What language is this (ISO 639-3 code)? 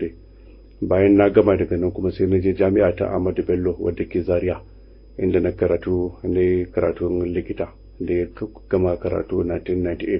hau